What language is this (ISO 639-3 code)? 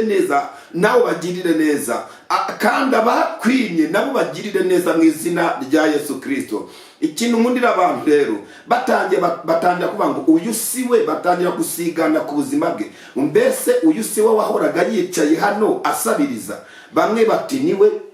kin